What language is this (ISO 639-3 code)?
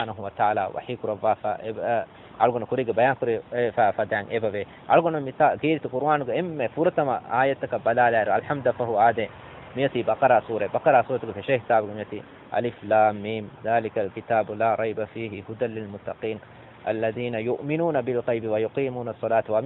div